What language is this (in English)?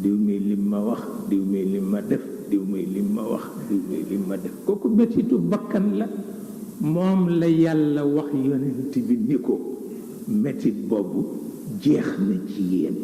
Wolof